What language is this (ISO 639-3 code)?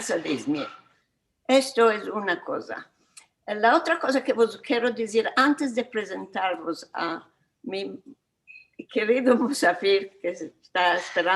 lad